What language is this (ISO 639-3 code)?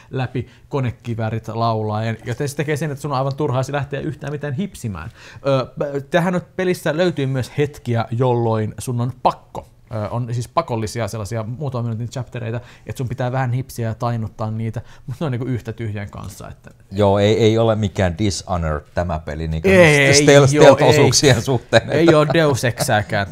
fin